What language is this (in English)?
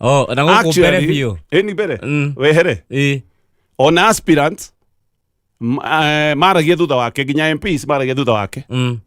Kikuyu